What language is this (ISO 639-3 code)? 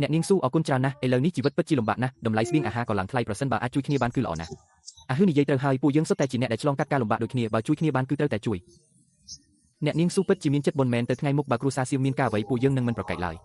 khm